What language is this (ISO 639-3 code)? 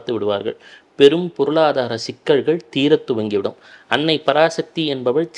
tam